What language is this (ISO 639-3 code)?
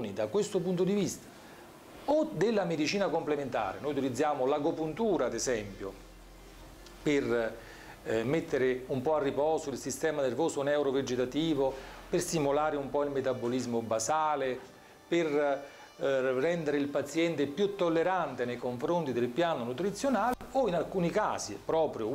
ita